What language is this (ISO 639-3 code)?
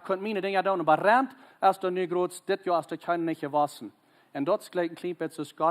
pdt